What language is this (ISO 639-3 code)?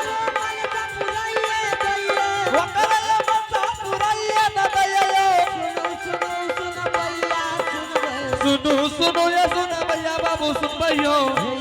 anp